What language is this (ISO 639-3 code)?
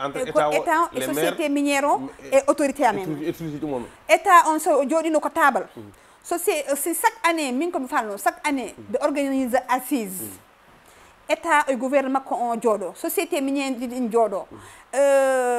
ful